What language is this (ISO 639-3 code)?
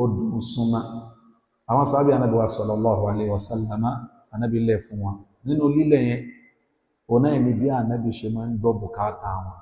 yor